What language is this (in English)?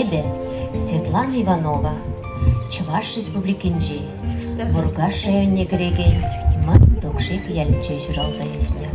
Chuvash